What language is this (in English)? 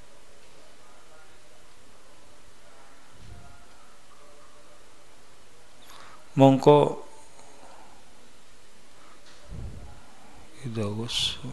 Javanese